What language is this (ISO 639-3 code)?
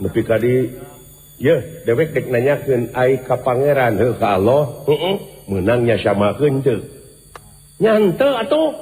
sun